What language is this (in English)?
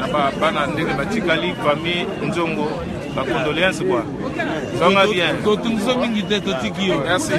Lingala